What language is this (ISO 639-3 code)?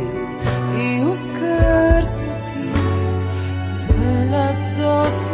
hrv